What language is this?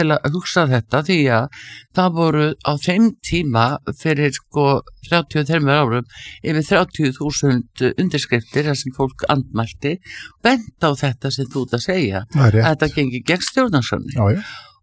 Icelandic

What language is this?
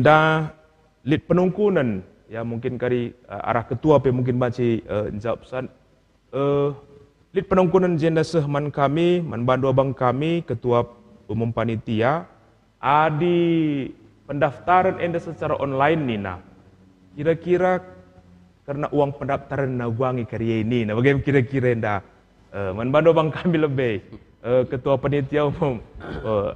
Batak Karo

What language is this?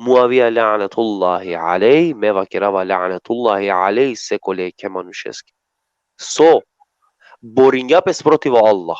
Balkan Romani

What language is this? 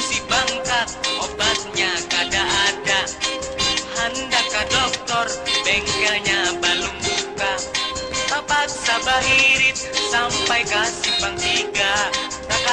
Banjar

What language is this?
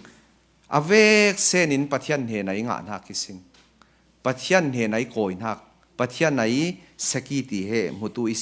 Falam Chin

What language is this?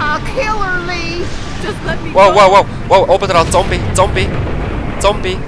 Swiss German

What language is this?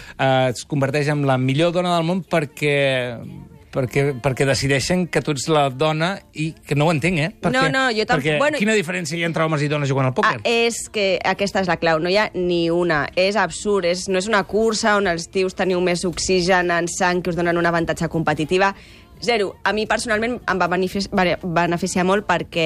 Catalan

